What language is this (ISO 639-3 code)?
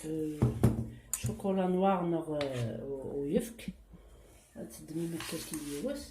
kab